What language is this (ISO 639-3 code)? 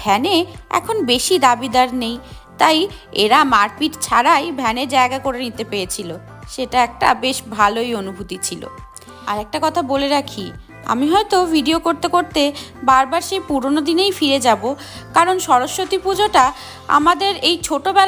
ben